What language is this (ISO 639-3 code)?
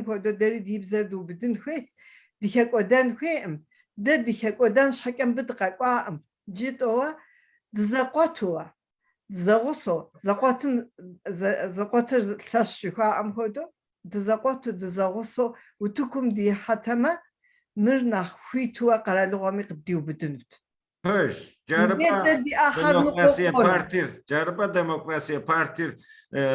kbd